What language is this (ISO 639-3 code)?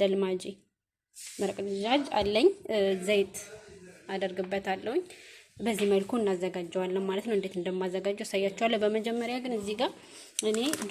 amh